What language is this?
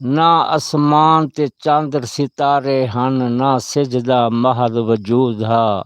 Saraiki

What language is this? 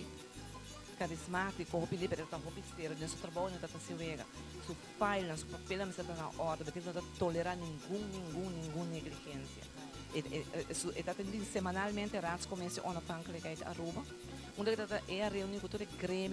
Papiamento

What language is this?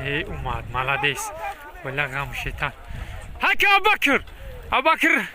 Tajik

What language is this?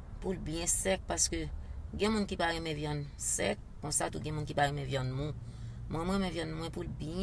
Haitian Creole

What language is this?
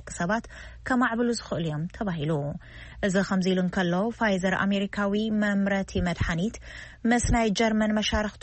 Tigrinya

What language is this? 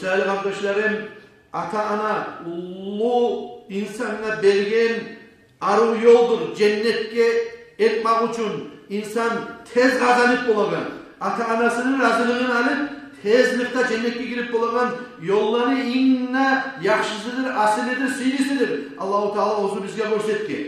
Kumyk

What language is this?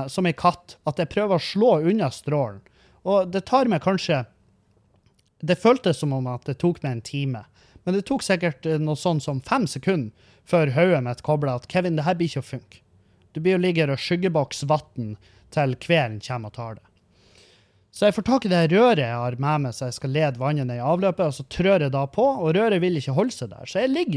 Norwegian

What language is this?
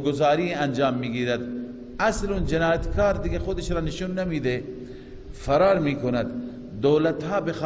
Persian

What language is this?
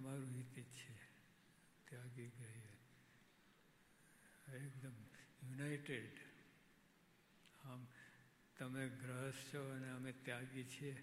Gujarati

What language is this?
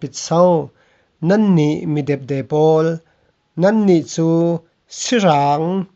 Falam Chin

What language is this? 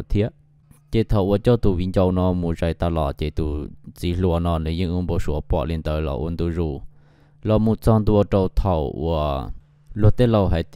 Hmong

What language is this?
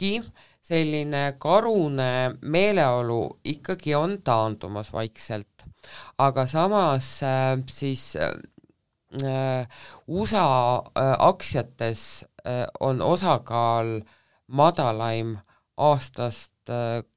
Estonian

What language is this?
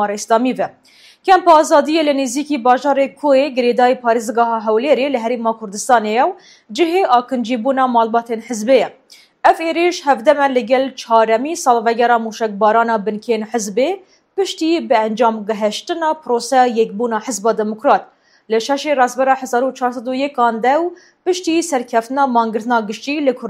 Kurdish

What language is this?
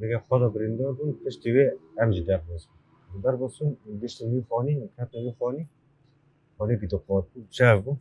Kurdish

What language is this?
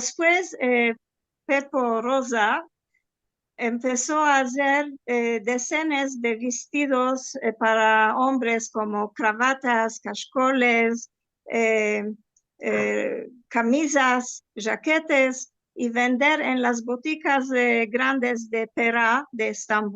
Ladino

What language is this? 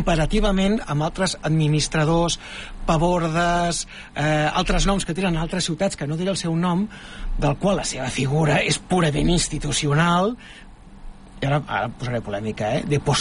Catalan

